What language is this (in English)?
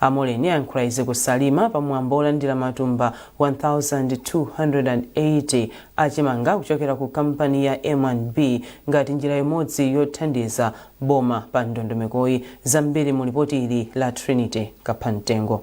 Nyanja